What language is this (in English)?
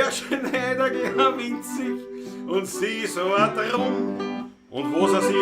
Bavarian